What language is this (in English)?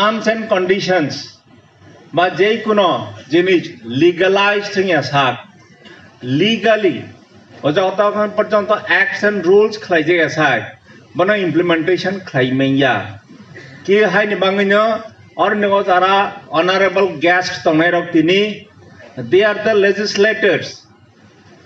Kok Borok